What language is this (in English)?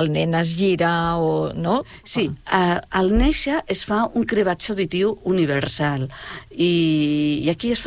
Catalan